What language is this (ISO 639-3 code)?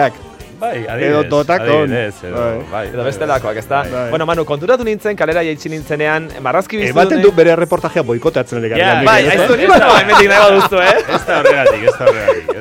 eus